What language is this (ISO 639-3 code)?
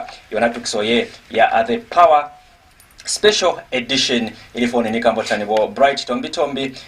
loz